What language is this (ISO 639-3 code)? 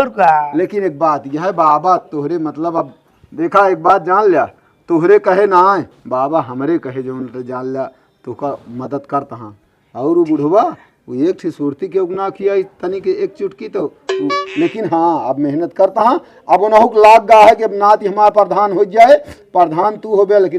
awa